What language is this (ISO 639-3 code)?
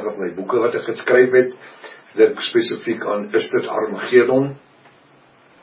afr